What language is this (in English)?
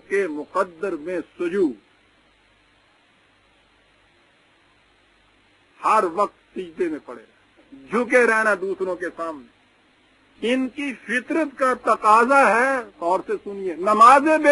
Urdu